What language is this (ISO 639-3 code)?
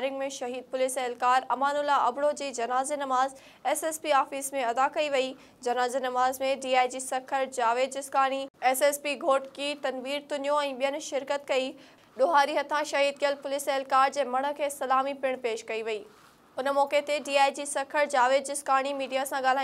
snd